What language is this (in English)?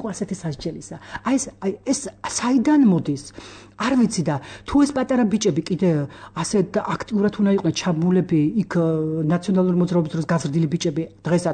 Georgian